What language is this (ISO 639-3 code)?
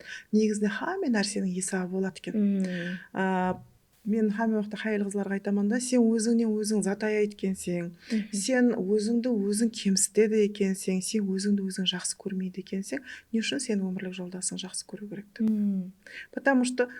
kaa